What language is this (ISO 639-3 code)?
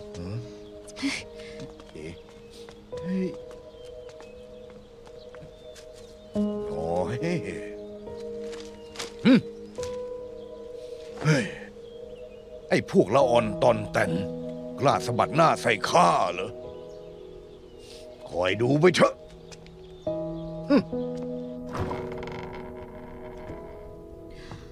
tha